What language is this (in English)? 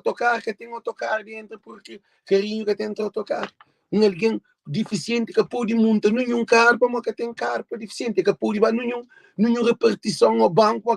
Kabuverdianu